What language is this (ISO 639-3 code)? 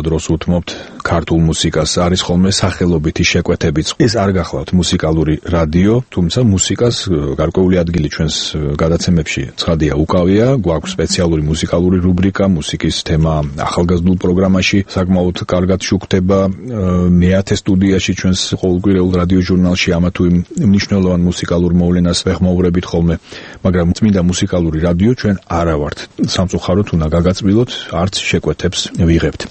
kat